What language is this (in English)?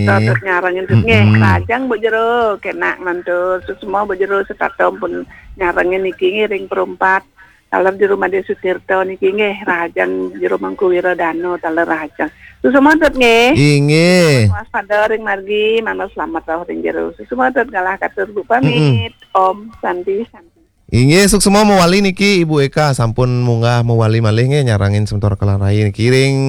Balinese